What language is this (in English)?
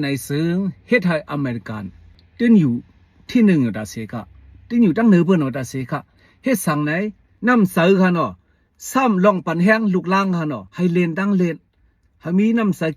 Shan